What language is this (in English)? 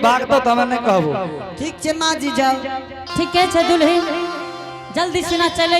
Angika